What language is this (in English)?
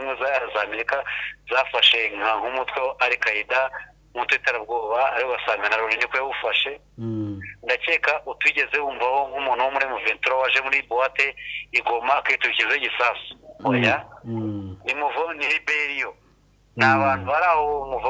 Kinyarwanda